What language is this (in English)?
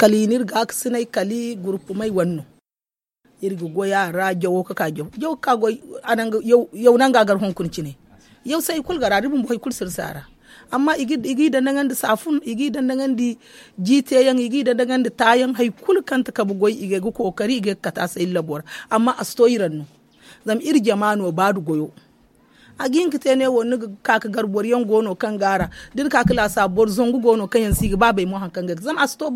Zarma